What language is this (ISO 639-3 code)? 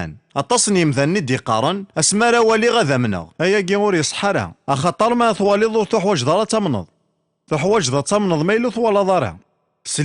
kab